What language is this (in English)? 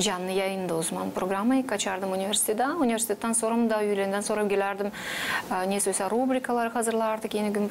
Gagauz